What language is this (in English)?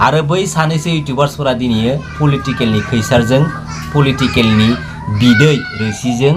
Bodo